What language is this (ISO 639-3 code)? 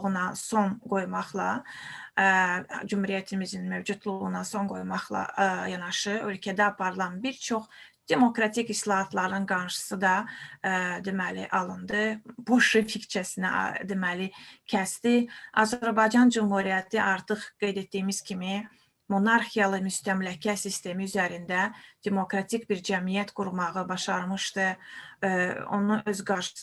aze